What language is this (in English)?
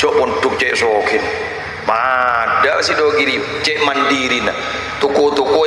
Madurese